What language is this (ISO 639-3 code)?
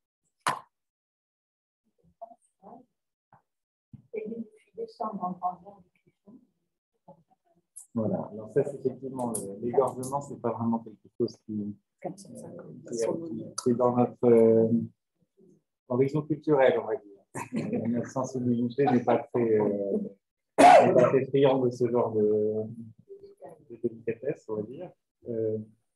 fra